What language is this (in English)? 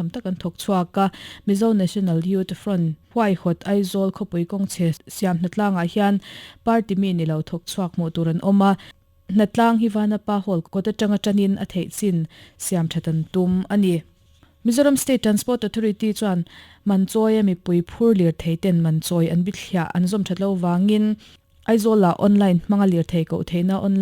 Mizo